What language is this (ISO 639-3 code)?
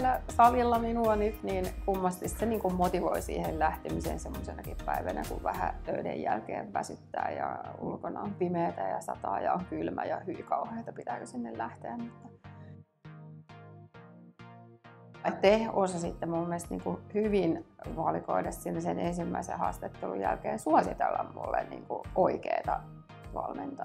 fin